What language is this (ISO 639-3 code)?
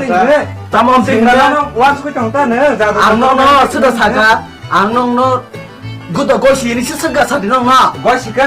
trp